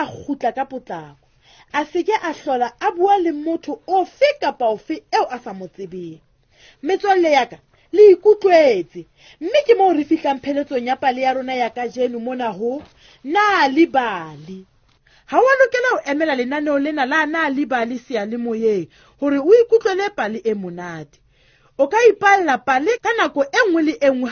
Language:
Southern Sotho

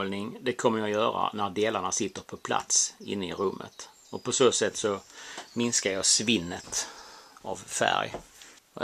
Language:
Swedish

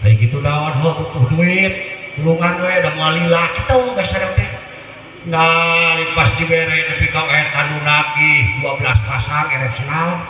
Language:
Sundanese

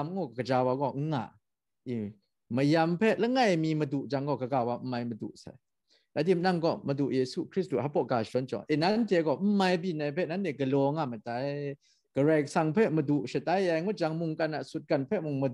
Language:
Kachin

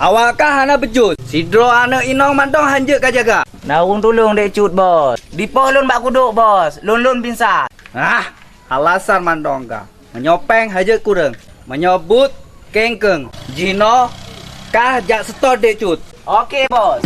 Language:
Achinese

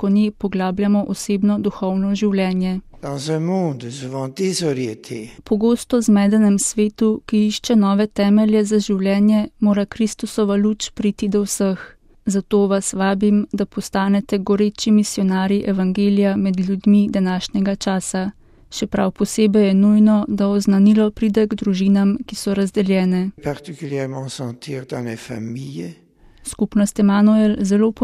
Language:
Slovenian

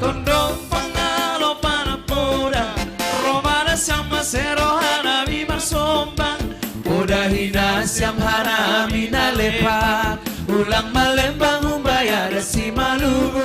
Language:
Batak Simalungun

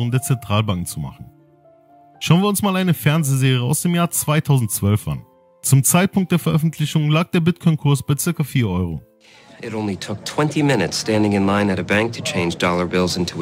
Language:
German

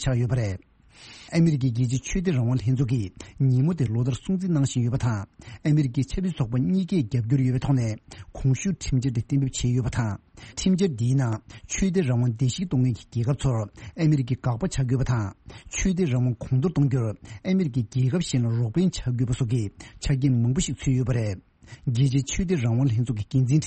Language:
Tibetan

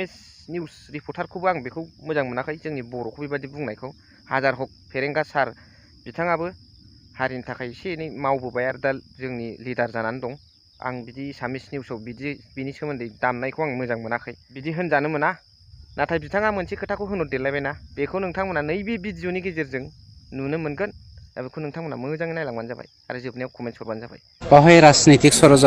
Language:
Bodo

